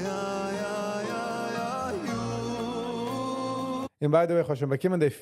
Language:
Yiddish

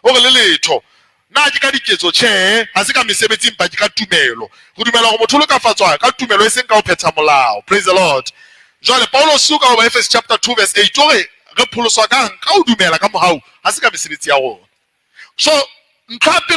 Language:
Southern Sotho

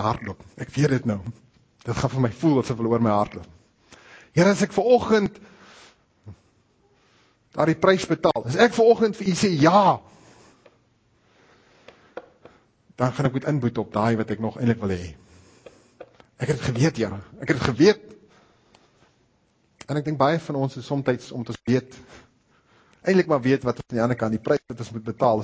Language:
Afrikaans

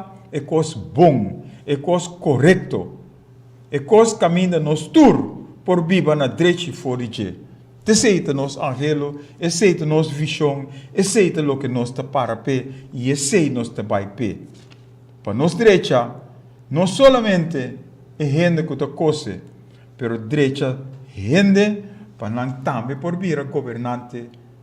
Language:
Papiamento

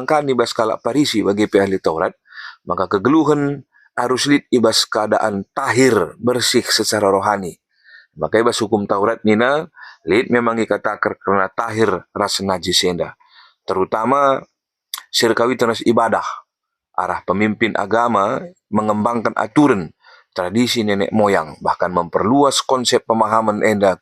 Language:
Batak Karo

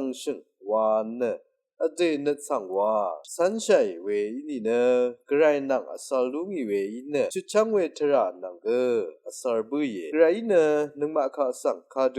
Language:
Rawang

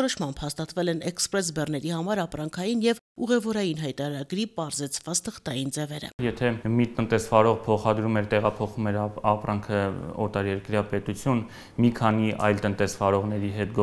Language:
Armenian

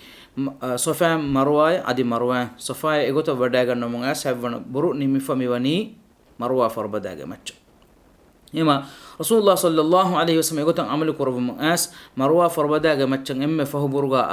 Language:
Divehi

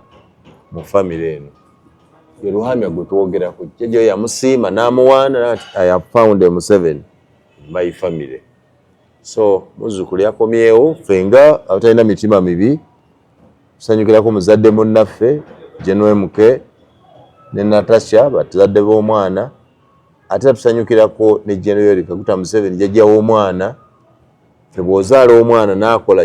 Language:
Ganda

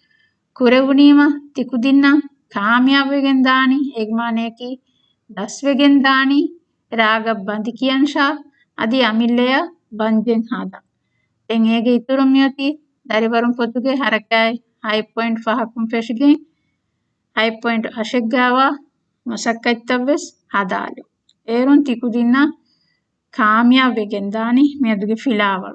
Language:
Divehi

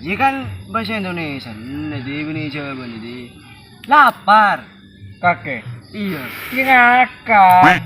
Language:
Madurese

